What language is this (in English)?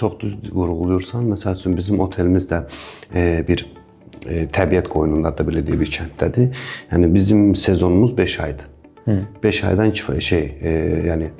Azerbaijani